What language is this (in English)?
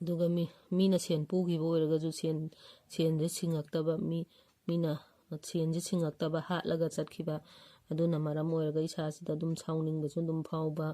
Manipuri